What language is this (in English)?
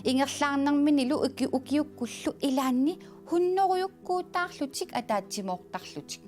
Kalaallisut